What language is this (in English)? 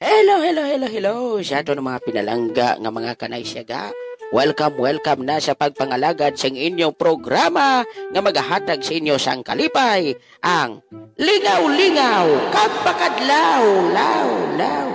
Hiligaynon